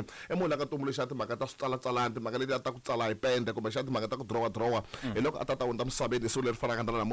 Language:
Tsonga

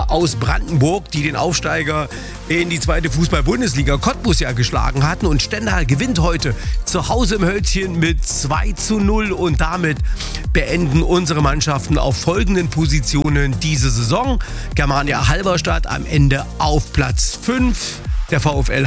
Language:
German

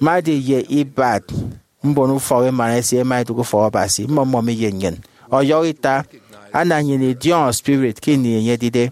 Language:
Efik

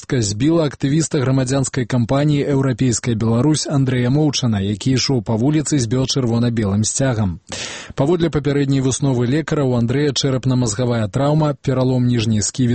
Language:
Belarusian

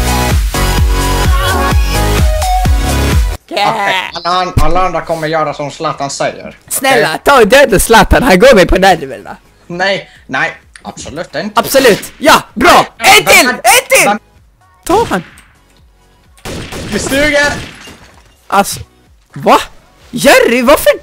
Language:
Swedish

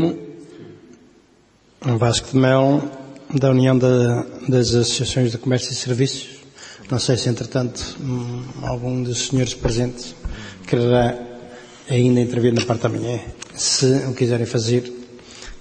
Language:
Portuguese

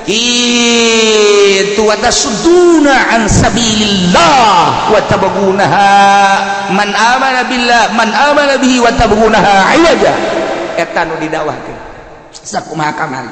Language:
Sundanese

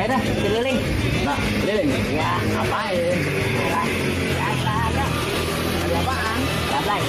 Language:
Betawi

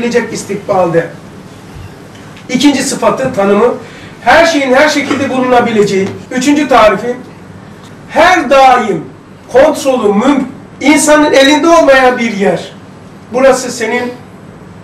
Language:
Turkish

